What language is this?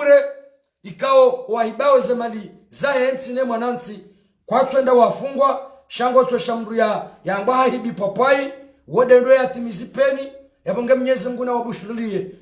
Ngazidja Comorian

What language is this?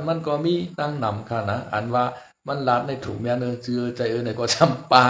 Shan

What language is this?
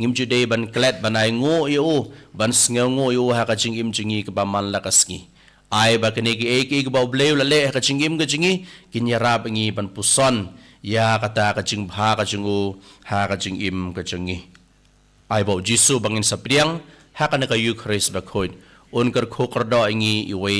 Khasi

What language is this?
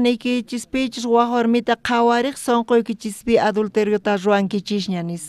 South Bolivian Quechua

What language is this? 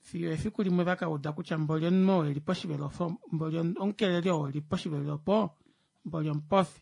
Kuanyama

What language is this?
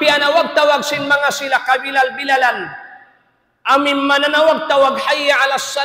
Tausug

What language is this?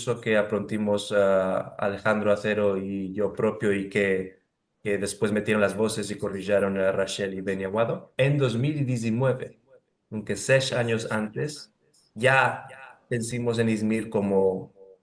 Ladino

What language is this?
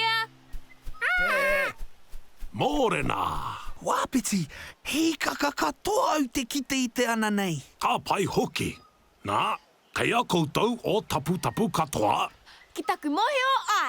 Māori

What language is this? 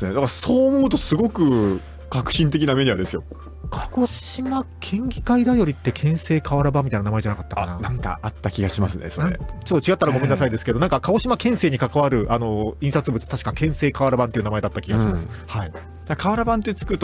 Japanese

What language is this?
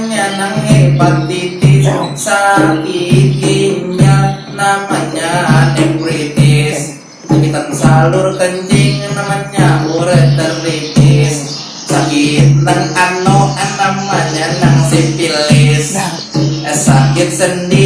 Banjar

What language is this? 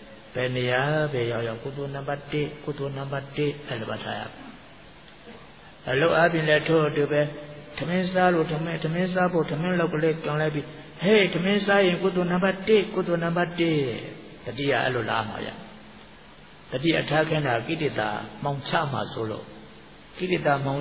Burmese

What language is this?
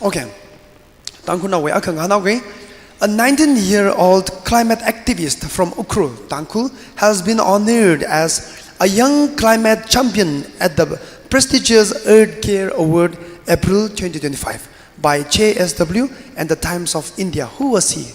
Tangkhul Naga (India)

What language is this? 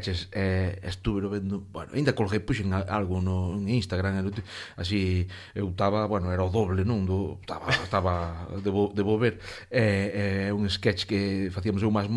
Galician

